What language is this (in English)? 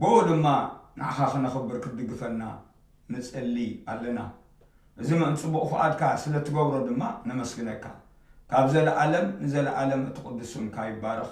Tigrinya